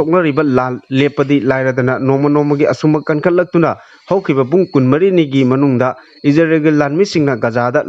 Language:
Manipuri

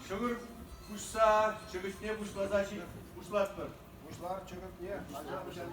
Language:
Chuvash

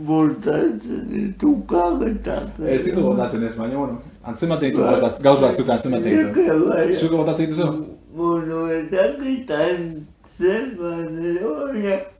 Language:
Basque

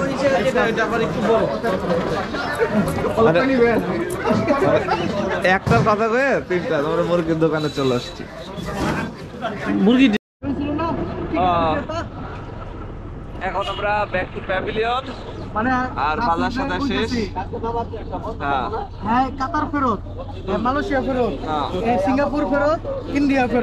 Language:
Bangla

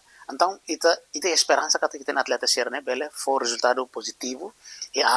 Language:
Tetum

